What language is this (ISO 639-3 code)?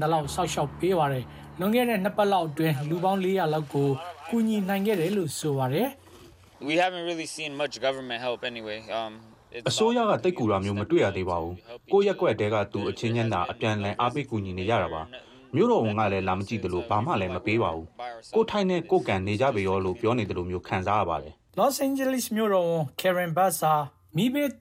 mya